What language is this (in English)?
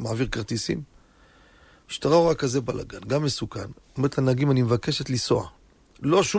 Hebrew